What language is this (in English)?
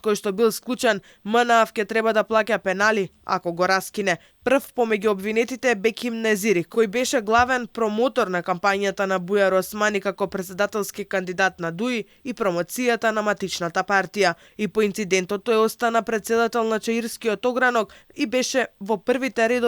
Macedonian